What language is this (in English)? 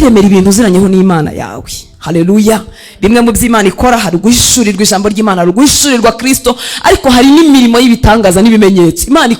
Kinyarwanda